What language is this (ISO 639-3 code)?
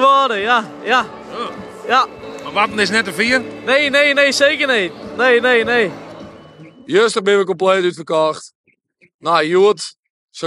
fry